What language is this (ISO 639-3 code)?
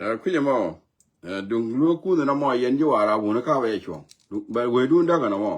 nus